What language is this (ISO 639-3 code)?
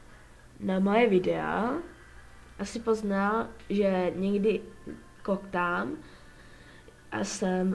ces